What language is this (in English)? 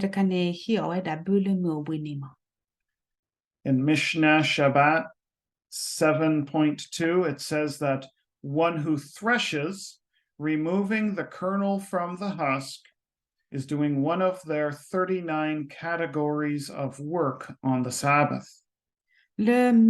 S'gaw Karen